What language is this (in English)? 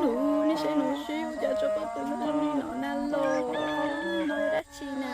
Hmong